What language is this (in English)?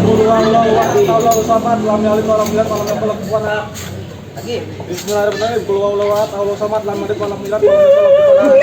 Betawi